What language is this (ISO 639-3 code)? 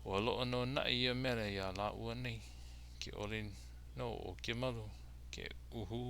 haw